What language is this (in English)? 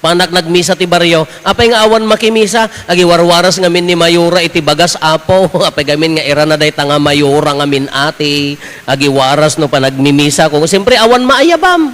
Iloko